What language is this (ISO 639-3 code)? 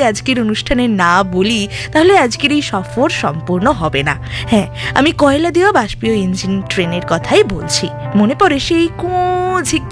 ben